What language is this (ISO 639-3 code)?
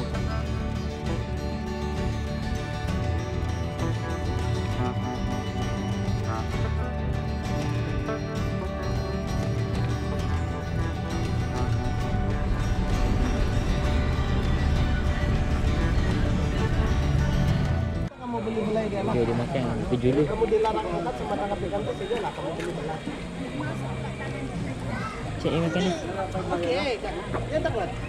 msa